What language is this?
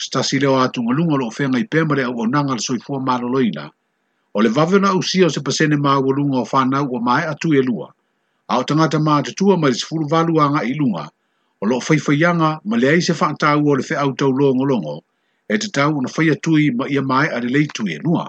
Samoan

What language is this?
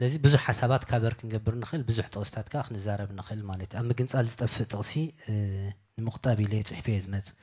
Tigrinya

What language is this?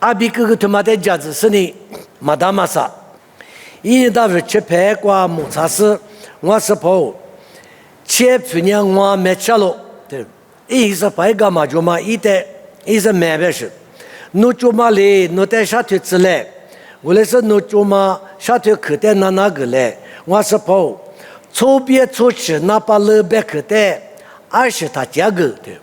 Lisu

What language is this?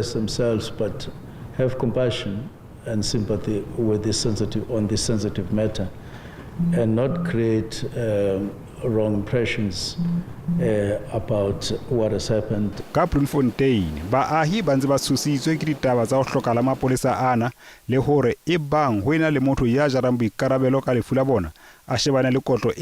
Southern Sotho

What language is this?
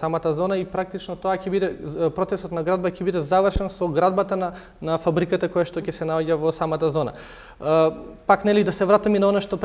Macedonian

